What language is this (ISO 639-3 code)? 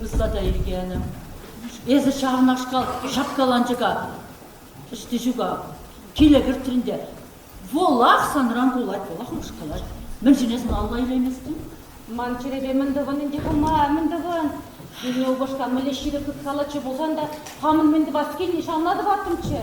chv